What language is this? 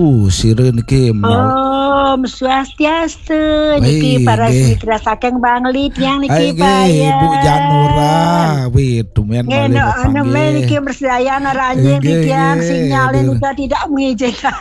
Balinese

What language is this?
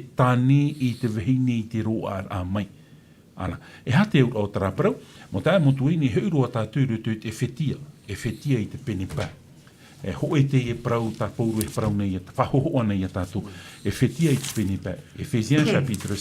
Tahitian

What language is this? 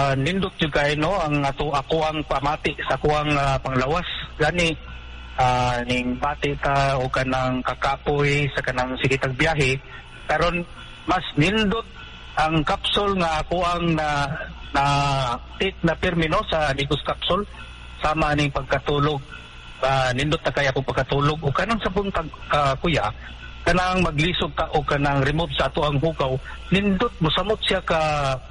Cebuano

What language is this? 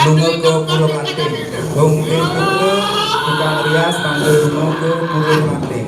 Balinese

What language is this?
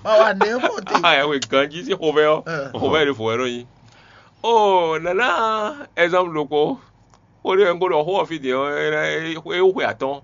Fon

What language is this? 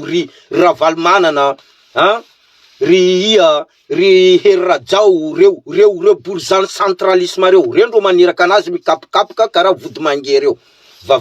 Malagasy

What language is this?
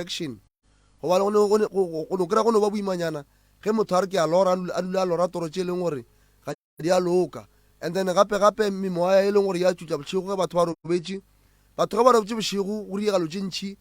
Northern Sotho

